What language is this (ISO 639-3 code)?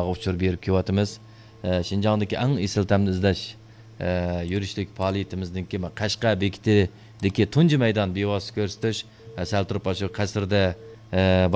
uig